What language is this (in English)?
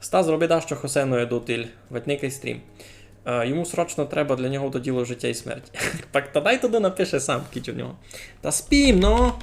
Rusyn